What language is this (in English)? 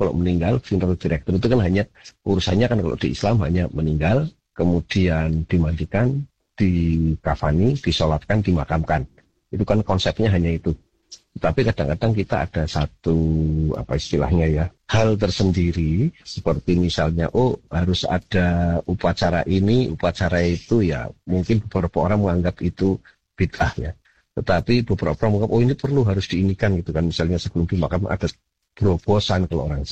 Indonesian